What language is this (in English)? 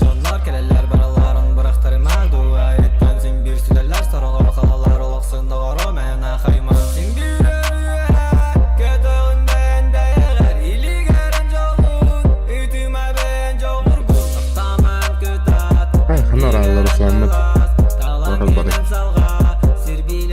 Yakut